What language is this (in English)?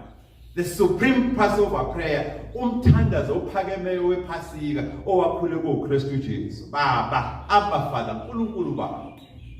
Zulu